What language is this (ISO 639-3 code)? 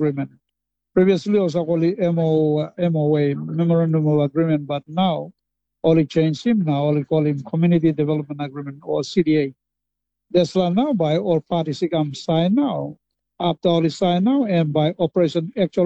tpi